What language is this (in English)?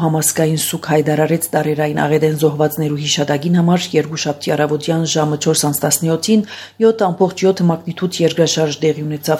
Armenian